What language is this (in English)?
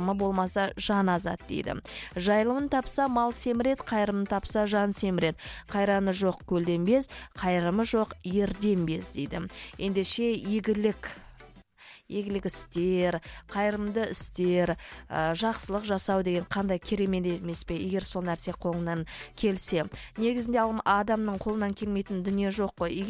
Kazakh